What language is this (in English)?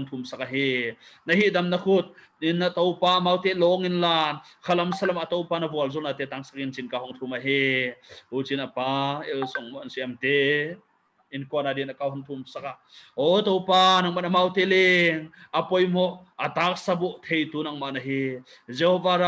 Paite Chin